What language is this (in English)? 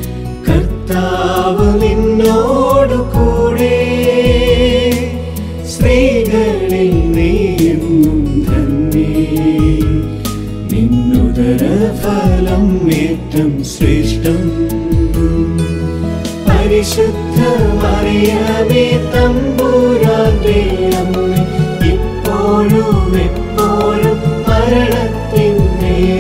Malayalam